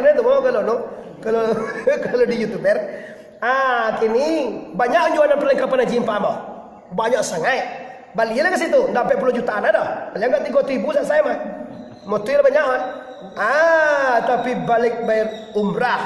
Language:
Minangkabau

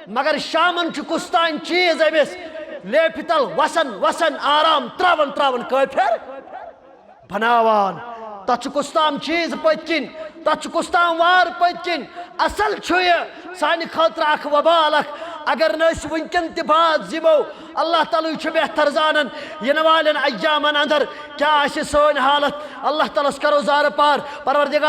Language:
Kashmiri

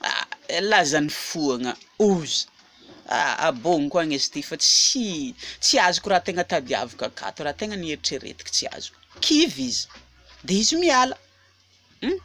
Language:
Malagasy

